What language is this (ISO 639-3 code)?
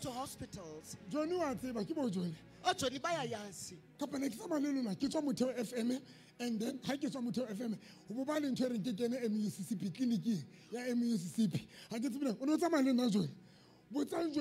sot